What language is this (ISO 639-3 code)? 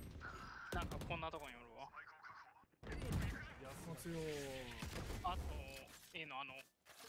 jpn